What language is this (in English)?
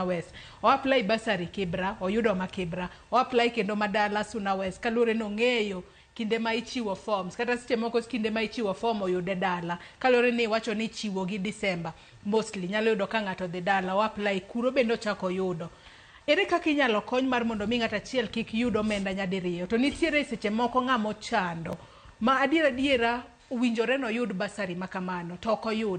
Luo (Kenya and Tanzania)